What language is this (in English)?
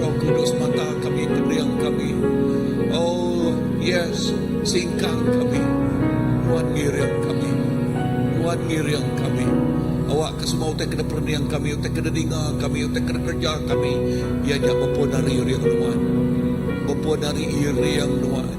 Iban